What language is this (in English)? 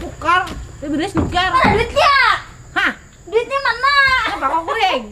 Banjar